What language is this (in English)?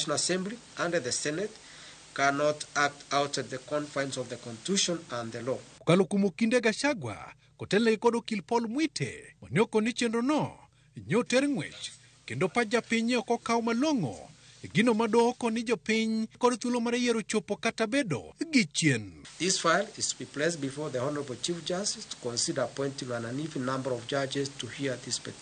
Luo (Kenya and Tanzania)